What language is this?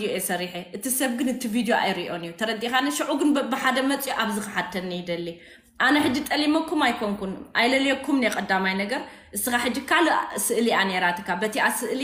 Tigrinya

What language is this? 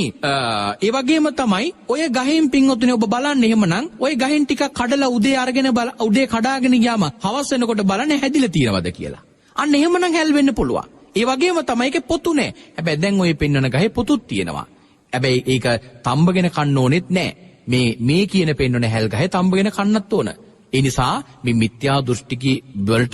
Sinhala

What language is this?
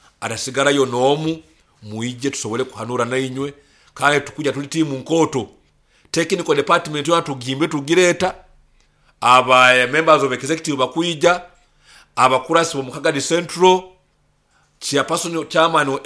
Nyoro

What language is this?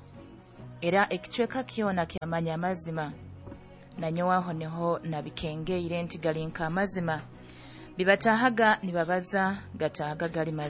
Nyoro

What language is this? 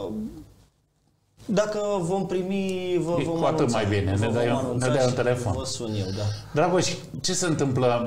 Romanian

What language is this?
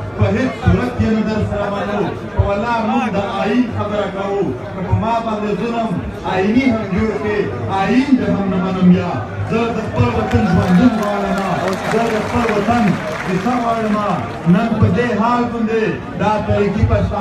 Pashto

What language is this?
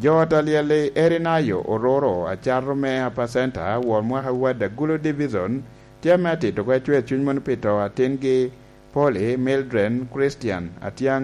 Lango (Uganda)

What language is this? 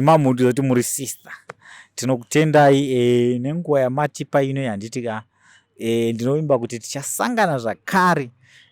Shona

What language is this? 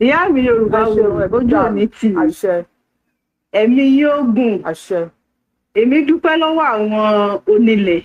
Yoruba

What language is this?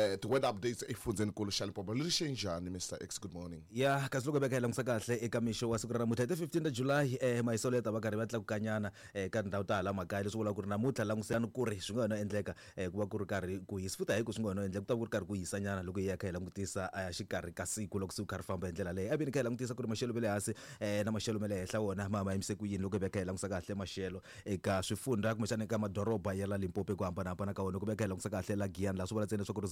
Tsonga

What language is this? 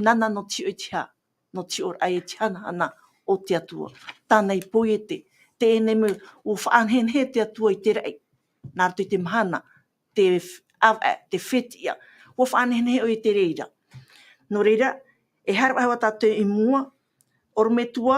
Tahitian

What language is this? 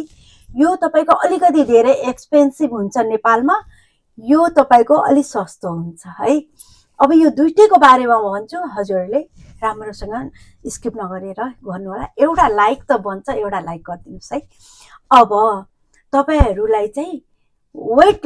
Nepali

